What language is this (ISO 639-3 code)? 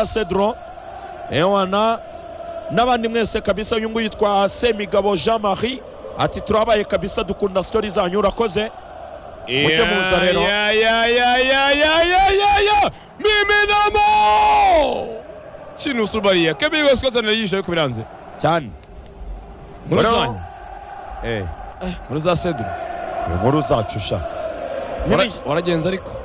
kin